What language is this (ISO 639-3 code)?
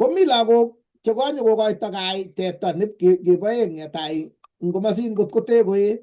kln